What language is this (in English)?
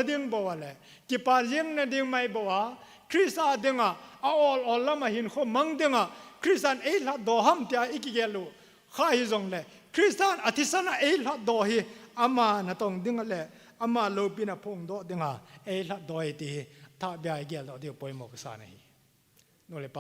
Thado Chin